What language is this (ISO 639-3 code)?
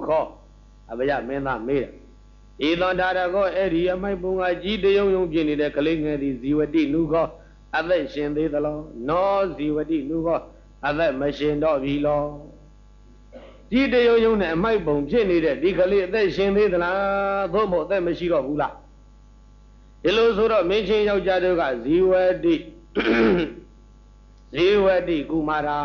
mya